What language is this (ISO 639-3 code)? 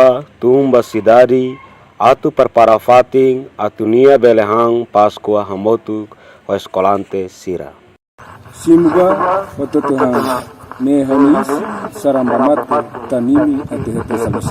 tet